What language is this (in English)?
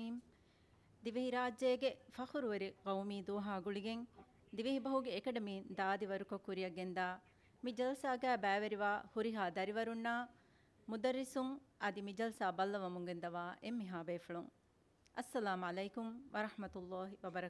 Divehi